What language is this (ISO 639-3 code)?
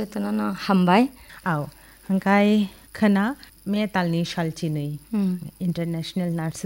trp